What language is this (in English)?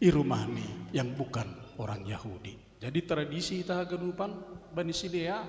Batak Simalungun